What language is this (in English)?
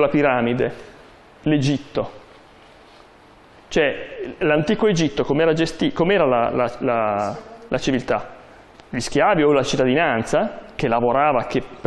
Italian